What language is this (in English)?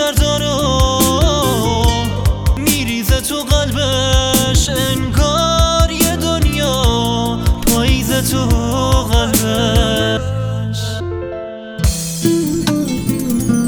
Persian